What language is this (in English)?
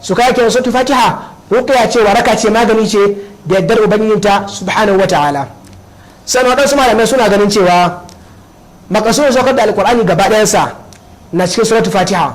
Hausa